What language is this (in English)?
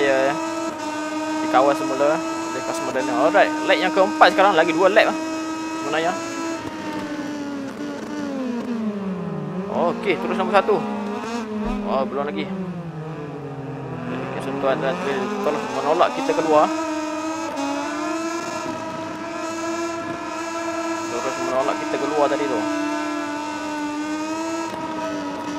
Malay